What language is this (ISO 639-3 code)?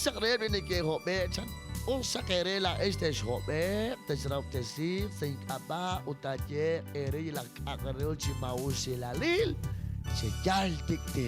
kek